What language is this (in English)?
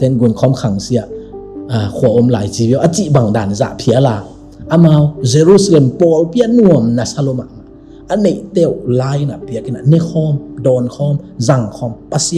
Tedim Chin